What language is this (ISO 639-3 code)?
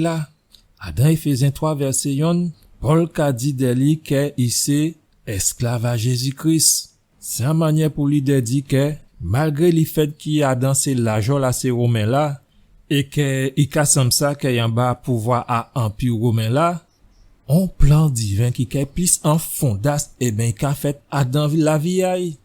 gcf